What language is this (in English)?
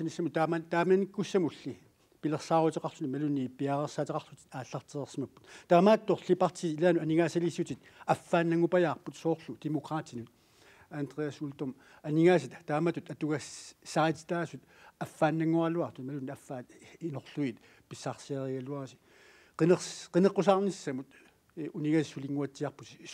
Kalaallisut